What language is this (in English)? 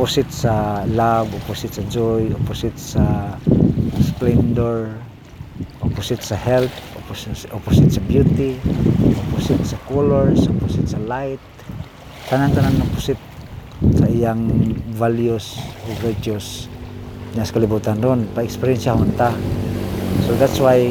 Cebuano